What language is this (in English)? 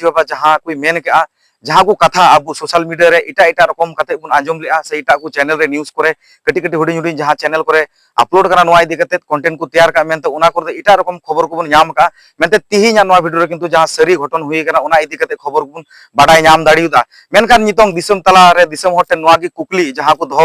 Santali